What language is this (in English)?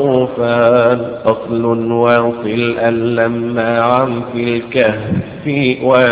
Arabic